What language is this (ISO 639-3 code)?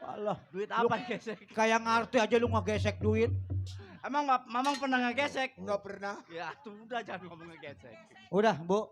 bew